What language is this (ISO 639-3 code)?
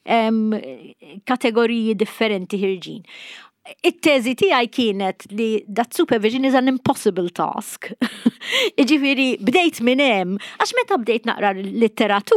mlt